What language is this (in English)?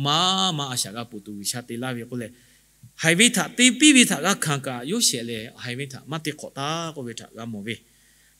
Lahu